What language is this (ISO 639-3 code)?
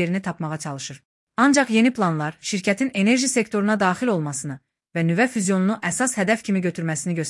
aze